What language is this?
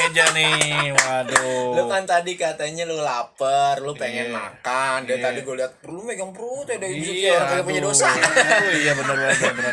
Betawi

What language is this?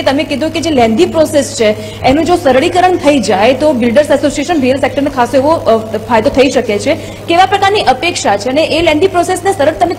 Gujarati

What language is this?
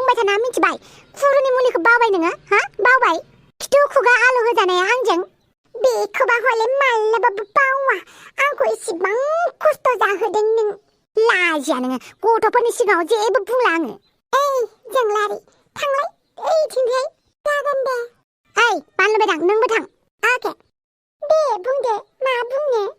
Bodo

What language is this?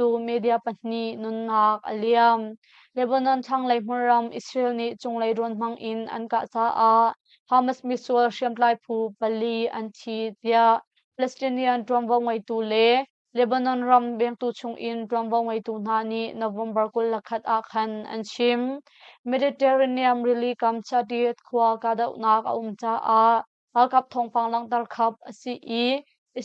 Hakha Chin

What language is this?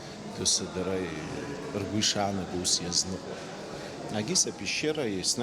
Abkhazian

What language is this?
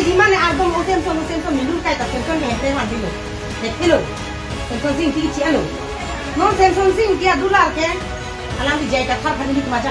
Karbi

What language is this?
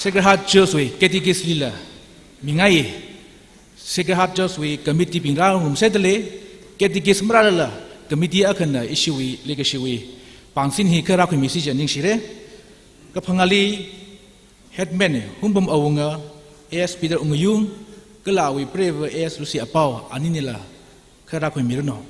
Tangkhul Naga (India)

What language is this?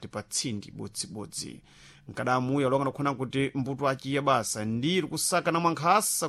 Sena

